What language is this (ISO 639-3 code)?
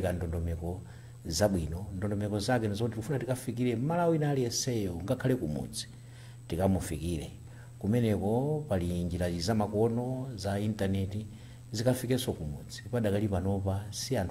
nya